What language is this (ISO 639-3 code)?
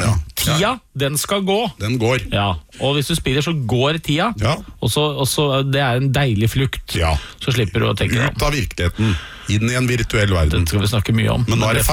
nor